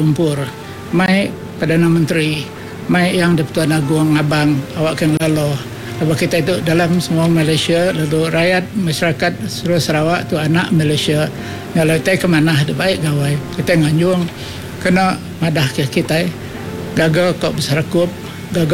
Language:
Iban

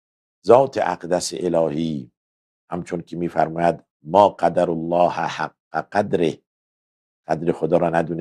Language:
Persian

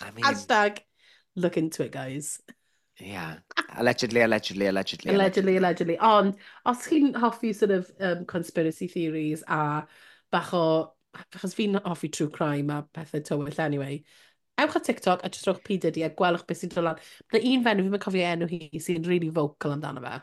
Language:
Welsh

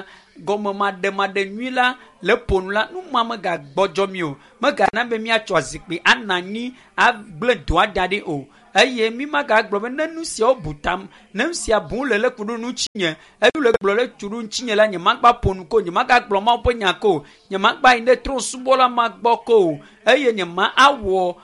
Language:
Ewe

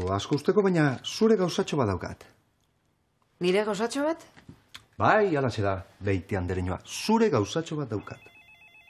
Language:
Basque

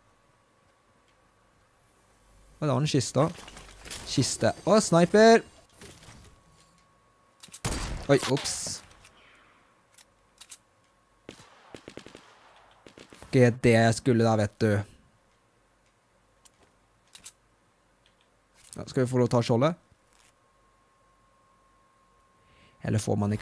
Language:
Norwegian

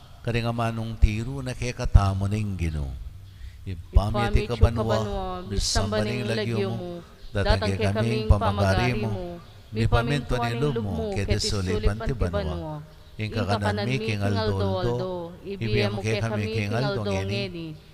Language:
Pampanga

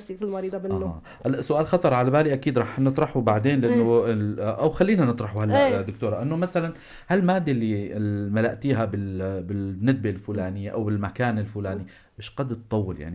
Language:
North Levantine Arabic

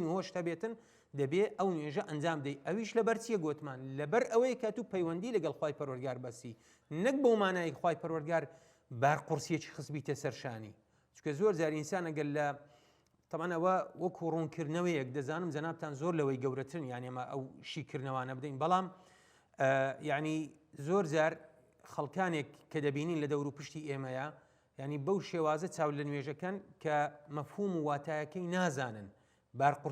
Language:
Central Kurdish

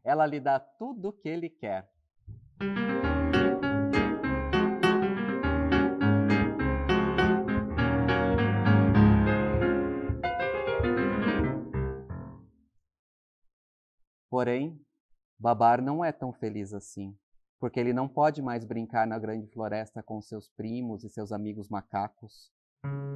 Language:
Portuguese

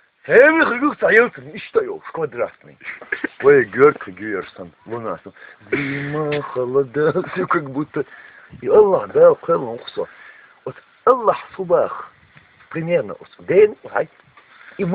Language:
Chechen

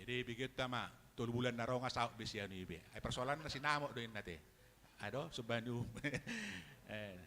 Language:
Batak Toba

